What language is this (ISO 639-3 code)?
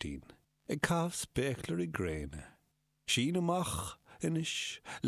gle